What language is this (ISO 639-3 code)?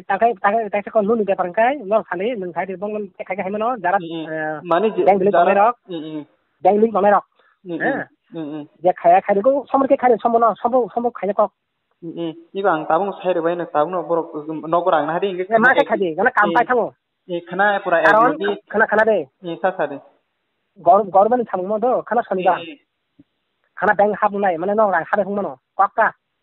trp